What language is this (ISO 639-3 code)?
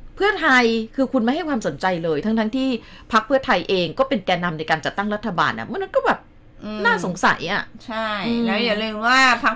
tha